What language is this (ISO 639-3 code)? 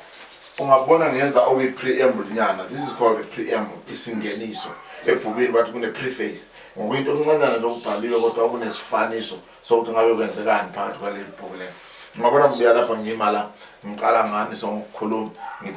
zul